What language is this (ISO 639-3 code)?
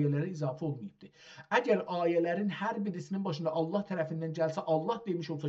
azb